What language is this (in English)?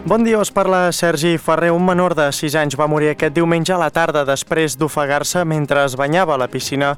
Catalan